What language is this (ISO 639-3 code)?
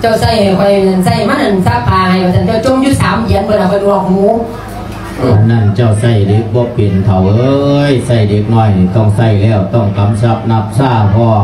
lao